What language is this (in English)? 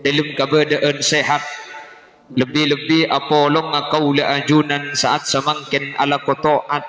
Madurese